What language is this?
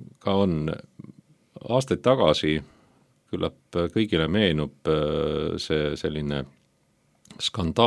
Estonian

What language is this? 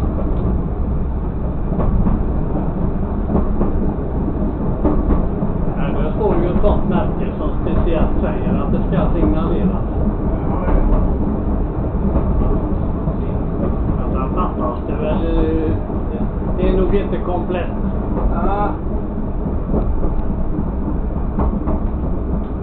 Swedish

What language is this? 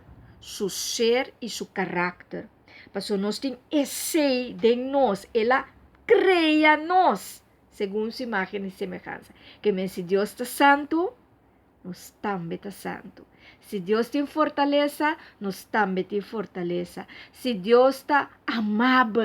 Papiamento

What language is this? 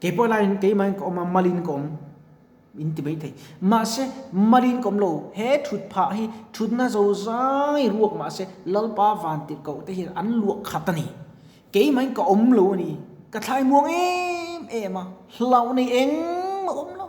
Mizo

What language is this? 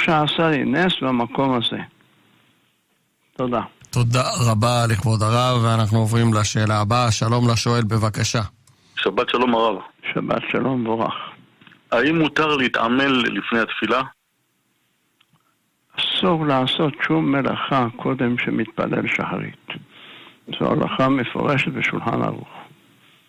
Hebrew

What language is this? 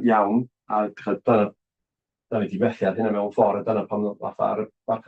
Welsh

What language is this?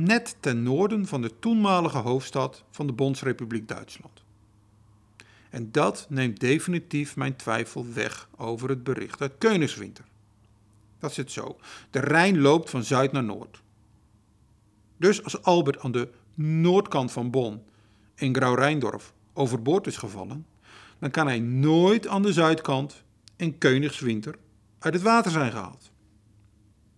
Dutch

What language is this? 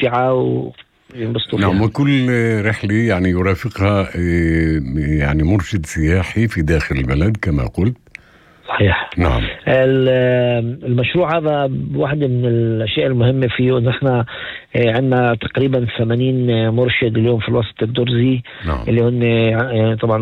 North Levantine Arabic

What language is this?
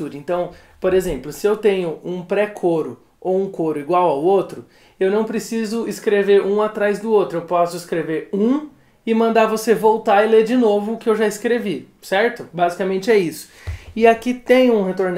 Portuguese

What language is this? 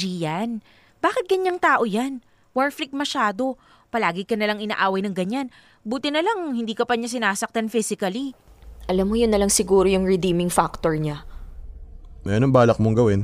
Filipino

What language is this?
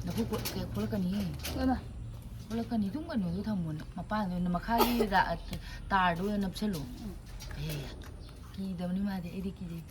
Manipuri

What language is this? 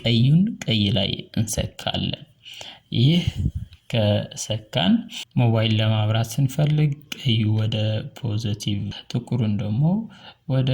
Amharic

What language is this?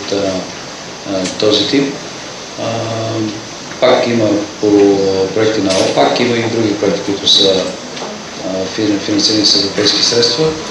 Bulgarian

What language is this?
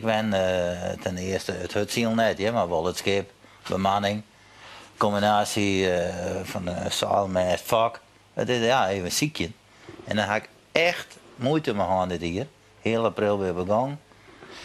Western Frisian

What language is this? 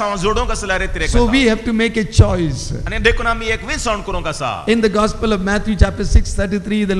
Konkani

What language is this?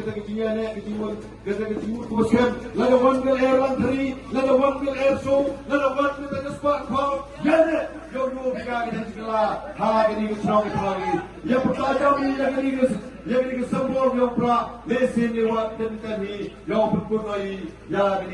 Khasi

